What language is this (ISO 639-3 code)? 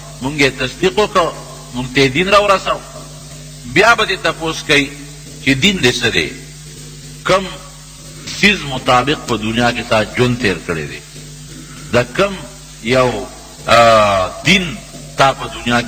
pus